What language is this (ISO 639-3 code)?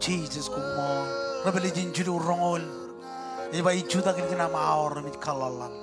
mah